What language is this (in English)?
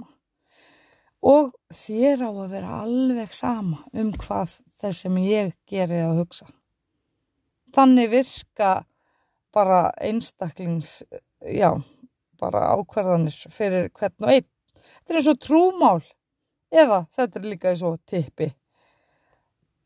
Icelandic